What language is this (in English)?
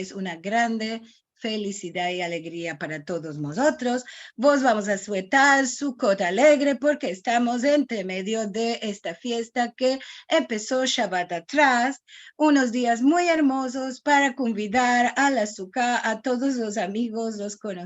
Ladino